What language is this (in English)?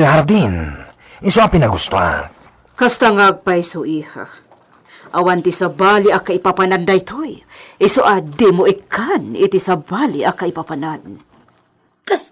Iloko